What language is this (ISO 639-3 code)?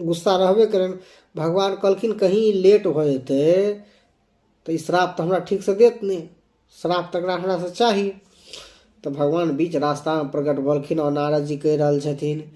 mai